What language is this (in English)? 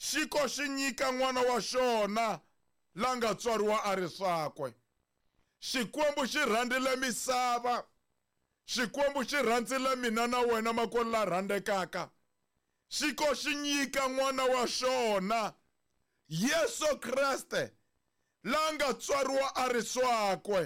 Tsonga